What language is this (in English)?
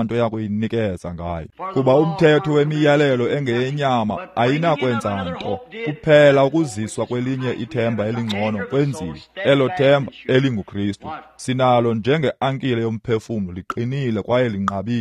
Xhosa